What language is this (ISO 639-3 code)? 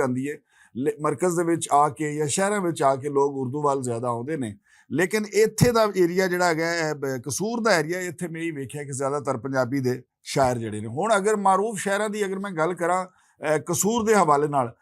lah